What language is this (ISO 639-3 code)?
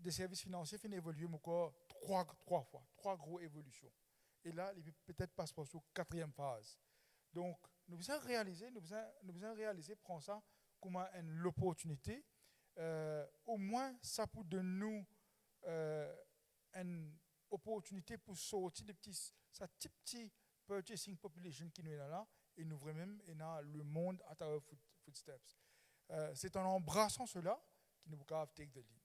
mfe